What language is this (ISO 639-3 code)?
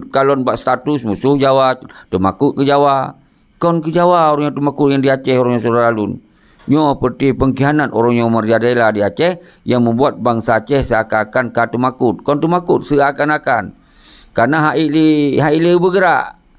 ace